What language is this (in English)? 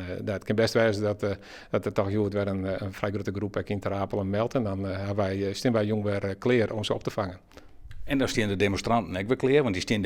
Western Frisian